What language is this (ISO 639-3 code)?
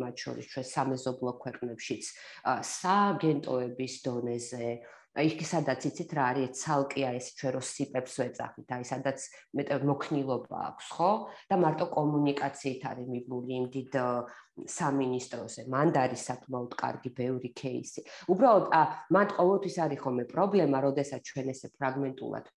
kat